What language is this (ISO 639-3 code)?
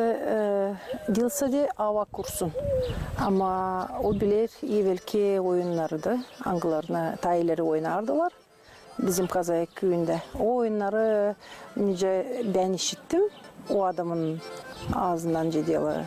gag